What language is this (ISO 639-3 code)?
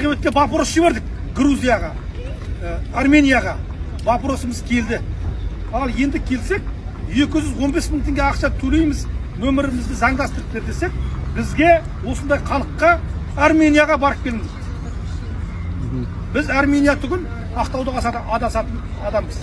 kaz